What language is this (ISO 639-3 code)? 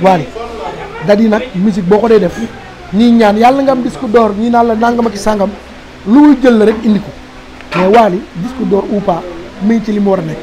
wol